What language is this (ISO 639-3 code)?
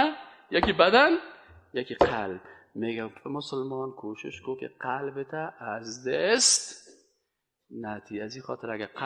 fas